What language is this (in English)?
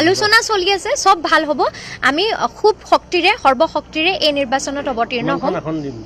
Assamese